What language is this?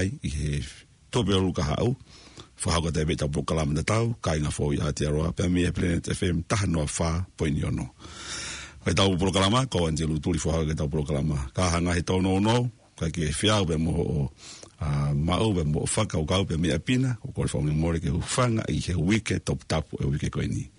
Tongan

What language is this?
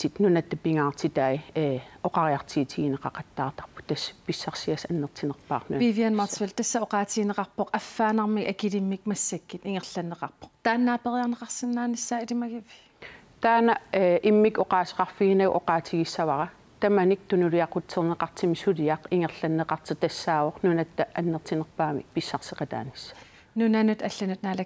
Kalaallisut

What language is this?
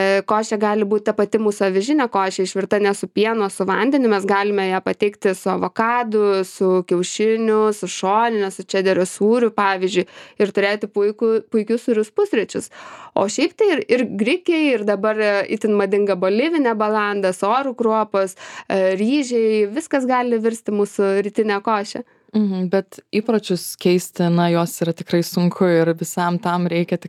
Lithuanian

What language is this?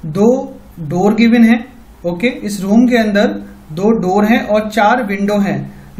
Hindi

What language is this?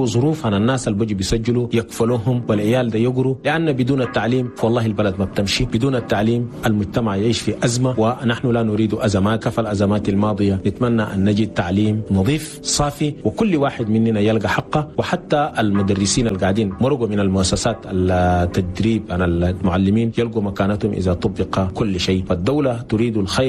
Chadian Arabic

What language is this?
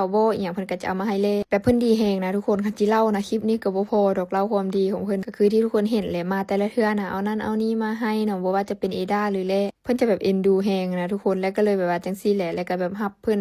Lao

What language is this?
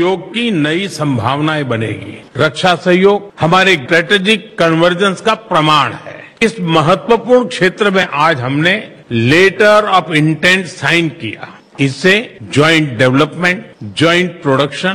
Hindi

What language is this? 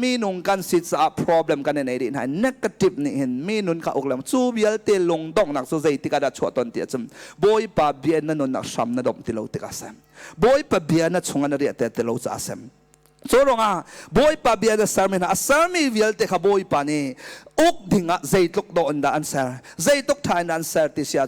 Hakha Chin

